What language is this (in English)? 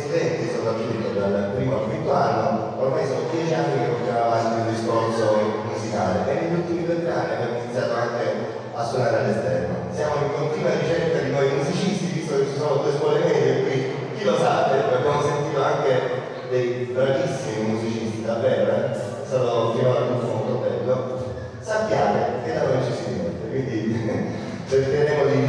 Italian